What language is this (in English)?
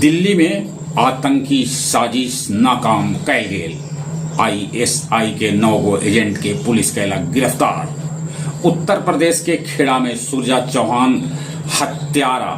Magahi